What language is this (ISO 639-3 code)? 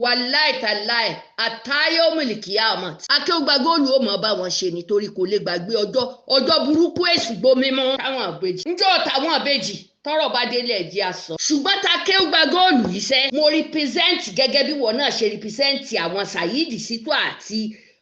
yor